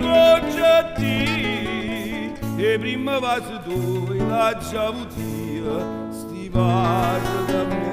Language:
Neapolitan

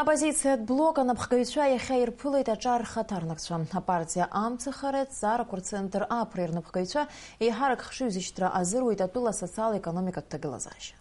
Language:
Abkhazian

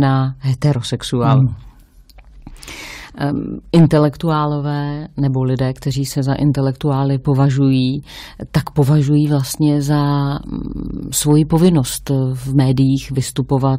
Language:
Czech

